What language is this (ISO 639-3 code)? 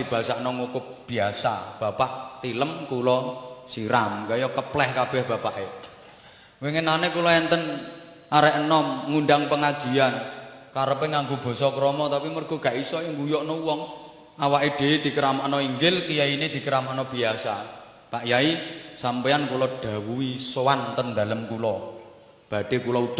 jav